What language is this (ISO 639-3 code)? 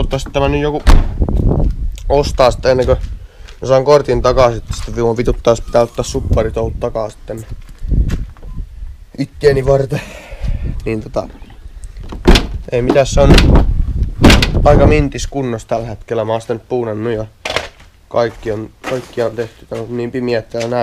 fin